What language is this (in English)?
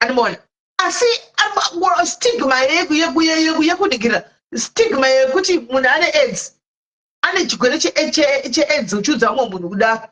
Shona